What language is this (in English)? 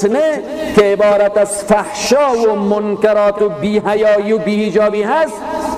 Persian